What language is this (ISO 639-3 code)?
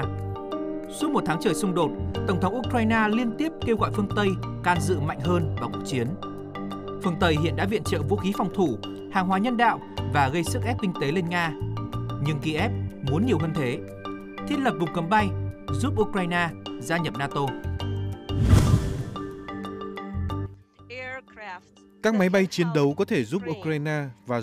vie